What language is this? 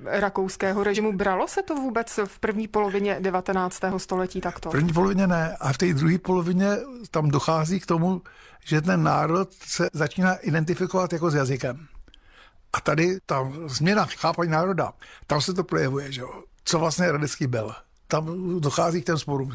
Czech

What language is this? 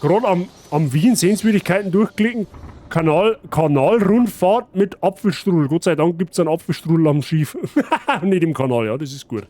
Bavarian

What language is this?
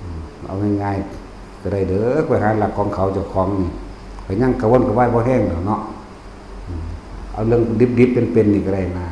Northeastern Thai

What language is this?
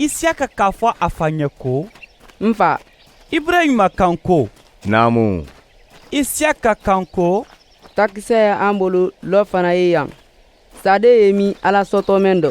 Mandingo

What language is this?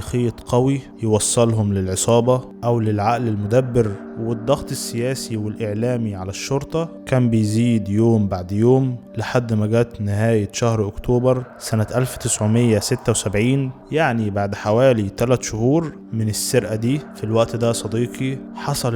Egyptian Arabic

